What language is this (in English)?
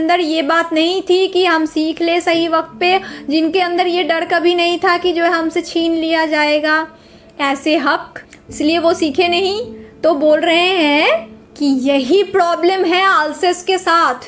Hindi